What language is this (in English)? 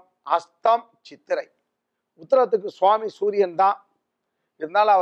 Tamil